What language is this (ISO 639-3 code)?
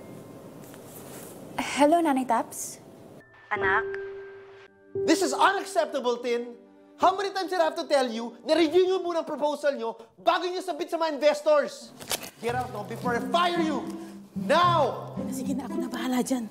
fil